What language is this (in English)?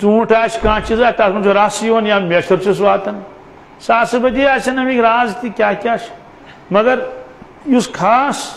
Kashmiri